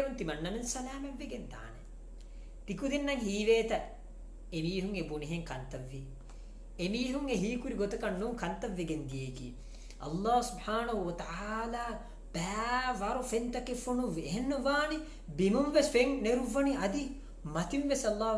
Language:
Divehi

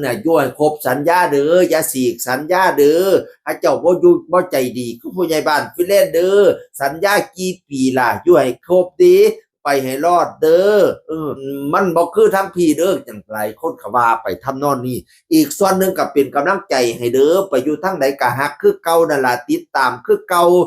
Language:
Northeastern Thai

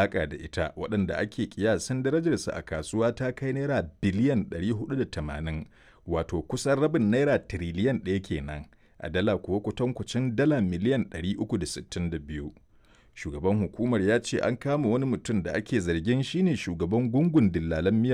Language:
Hausa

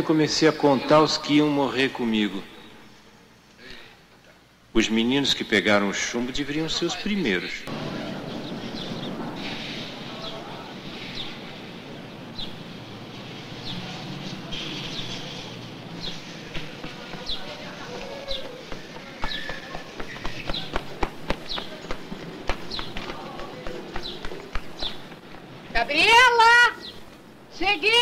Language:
Portuguese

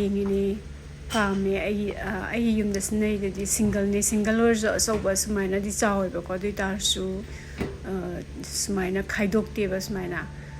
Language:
Manipuri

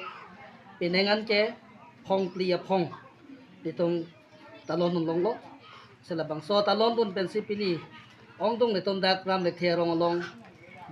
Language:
Karbi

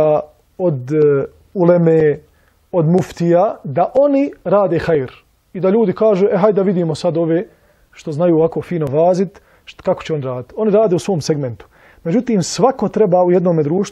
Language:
Bosnian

